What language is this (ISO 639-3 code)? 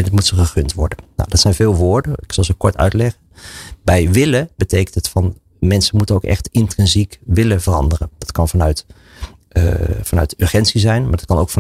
nld